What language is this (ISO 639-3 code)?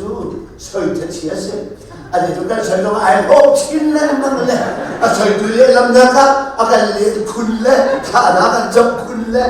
cnh